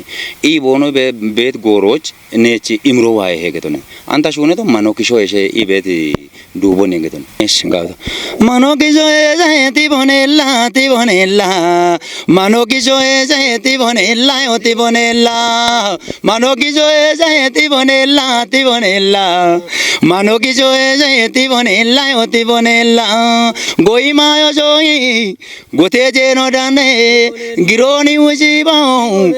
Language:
Kafa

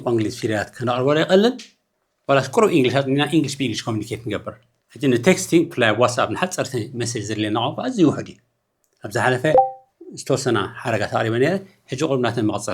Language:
Tigrinya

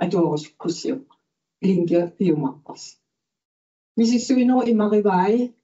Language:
Kalaallisut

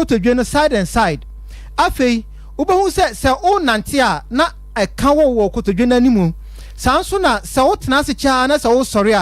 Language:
Akan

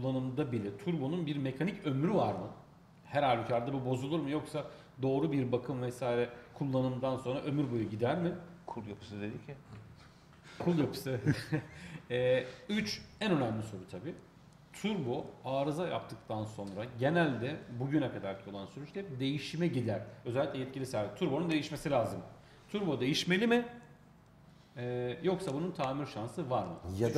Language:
Turkish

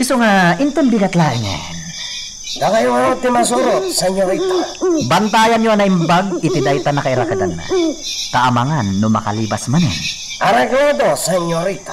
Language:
Iloko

